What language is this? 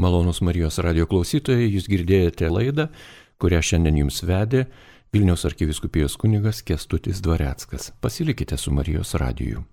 Lithuanian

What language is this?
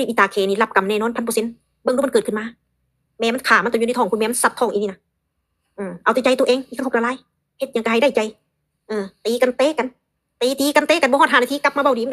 Northeastern Thai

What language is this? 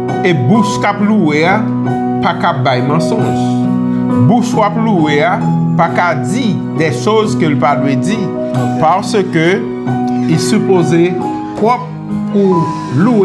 Haitian Creole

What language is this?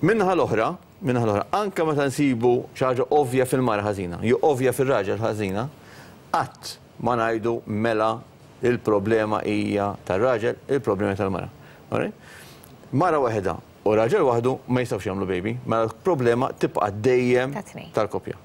Maltese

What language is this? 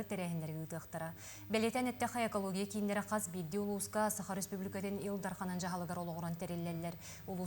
Yakut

